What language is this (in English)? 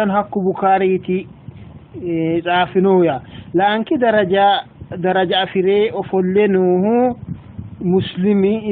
Sidamo